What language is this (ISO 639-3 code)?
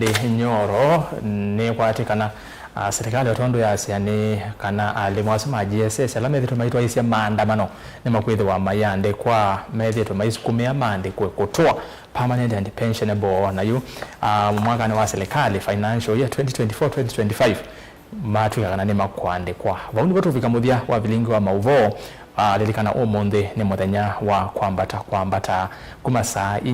kam